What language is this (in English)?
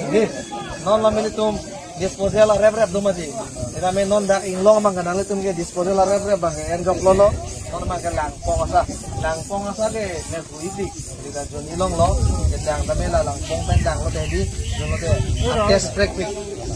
Karbi